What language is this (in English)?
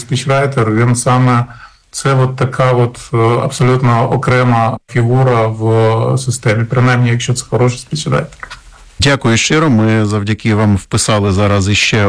Ukrainian